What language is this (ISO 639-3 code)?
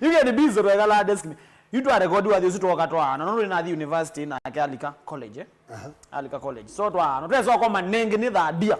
kam